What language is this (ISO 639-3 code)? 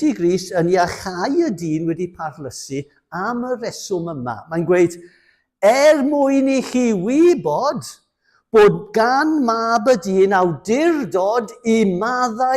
cym